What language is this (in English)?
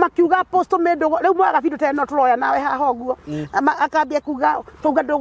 Kikuyu